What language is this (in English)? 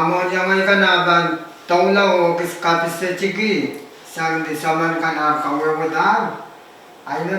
Pohnpeian